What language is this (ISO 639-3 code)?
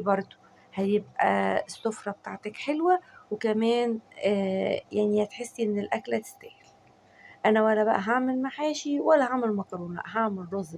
arz